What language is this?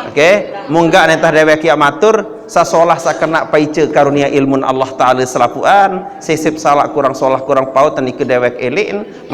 Sasak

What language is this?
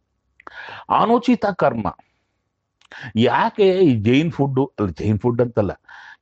Kannada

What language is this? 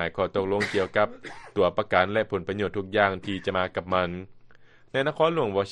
Lao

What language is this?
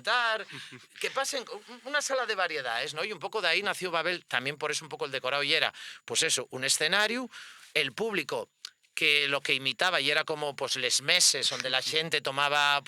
Asturian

